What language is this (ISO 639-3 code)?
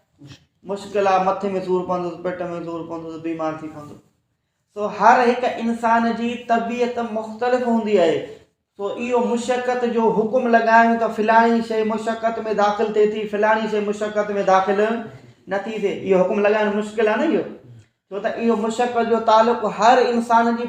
snd